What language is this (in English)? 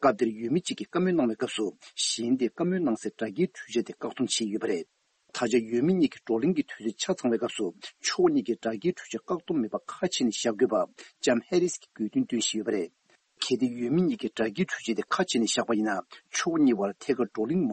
Tibetan